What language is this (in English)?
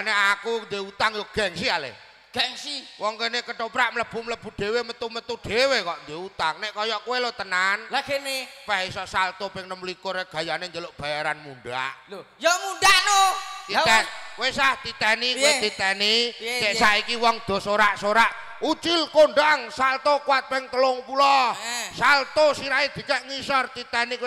Javanese